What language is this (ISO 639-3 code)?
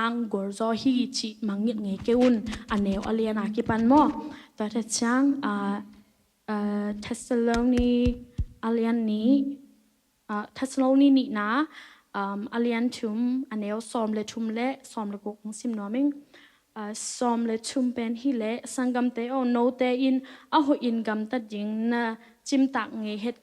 ctd